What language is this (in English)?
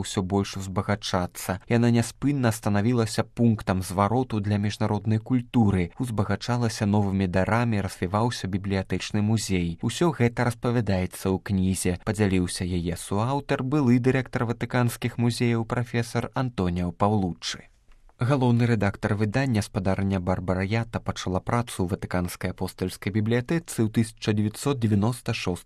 Belarusian